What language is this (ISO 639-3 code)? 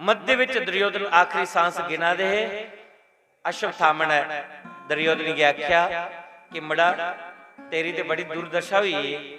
doi